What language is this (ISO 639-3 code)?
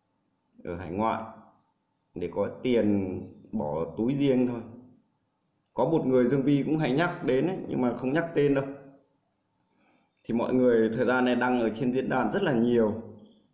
vie